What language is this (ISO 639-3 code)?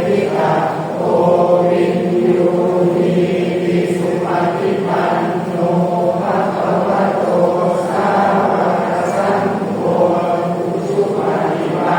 pli